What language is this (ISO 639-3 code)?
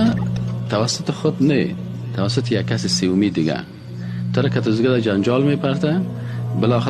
fas